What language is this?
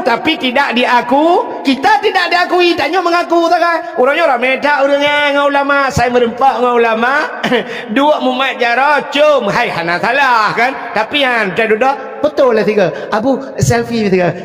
Achinese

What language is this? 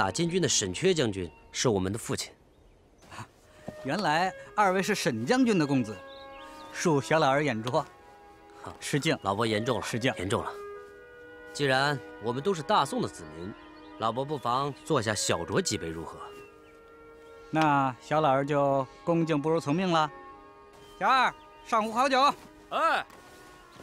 Chinese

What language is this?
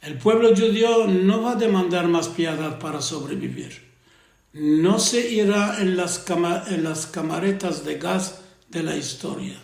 Ladino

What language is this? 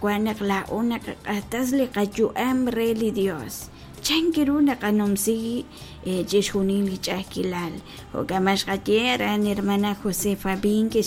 Kekchí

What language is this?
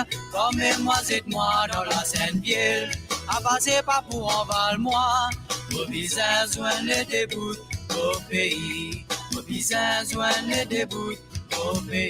Morisyen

